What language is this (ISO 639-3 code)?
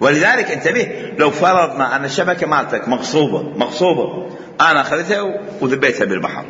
acm